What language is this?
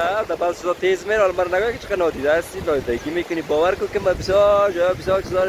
Persian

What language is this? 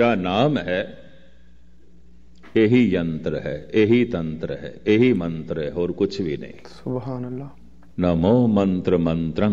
Punjabi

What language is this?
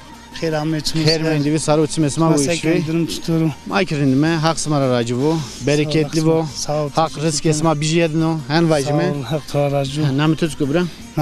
Zaza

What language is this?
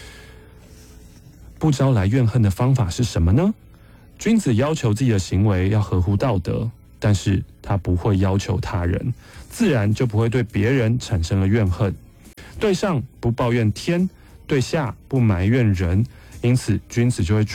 Chinese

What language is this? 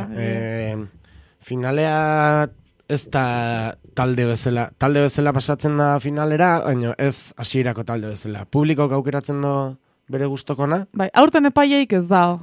Basque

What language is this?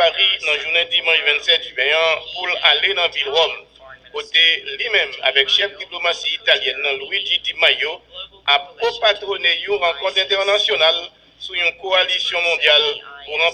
Haitian Creole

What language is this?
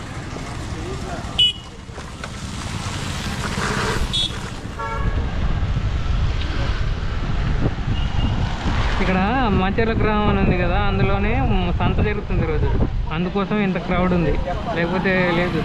Telugu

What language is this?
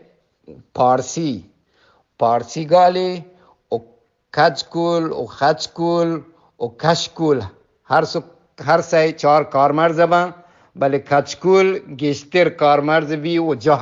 Eastern Balochi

